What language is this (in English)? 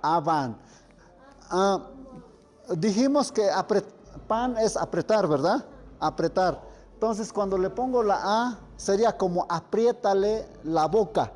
Tlahuitoltepec Mixe